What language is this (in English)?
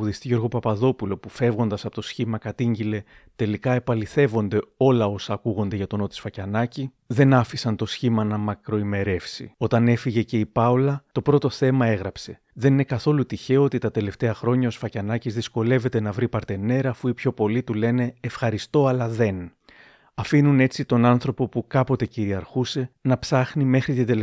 Greek